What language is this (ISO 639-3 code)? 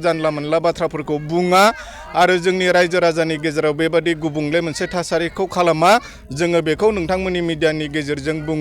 brx